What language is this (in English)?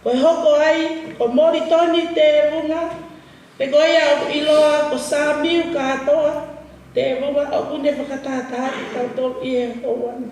Tongan